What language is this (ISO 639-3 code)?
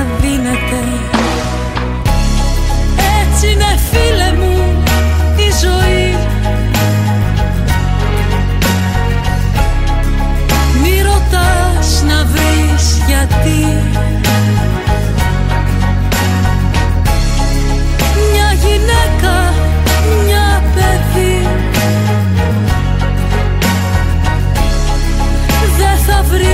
ell